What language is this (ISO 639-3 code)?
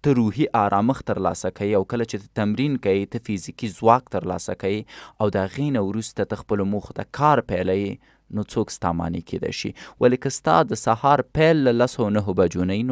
pus